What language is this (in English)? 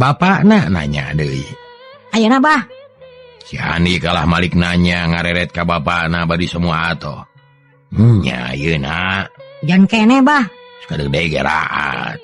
Sundanese